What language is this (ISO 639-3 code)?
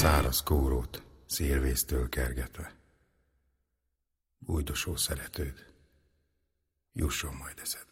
hun